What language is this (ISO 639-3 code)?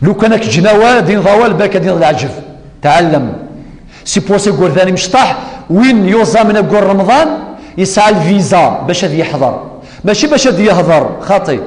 kab